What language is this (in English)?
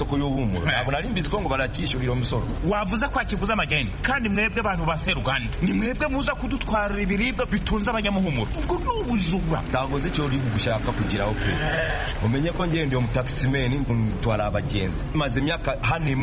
Kinyarwanda